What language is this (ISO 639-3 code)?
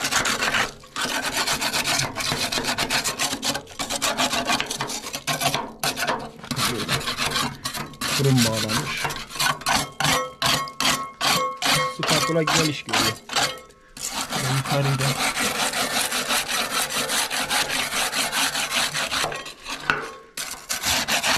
tur